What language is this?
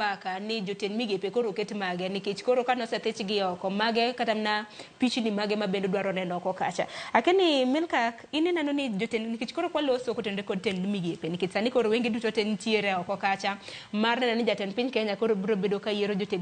Luo (Kenya and Tanzania)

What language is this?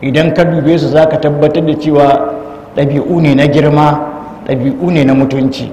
Hausa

